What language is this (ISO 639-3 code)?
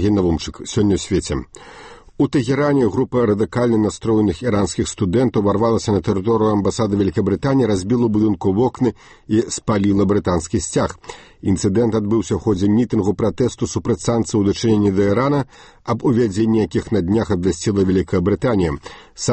bel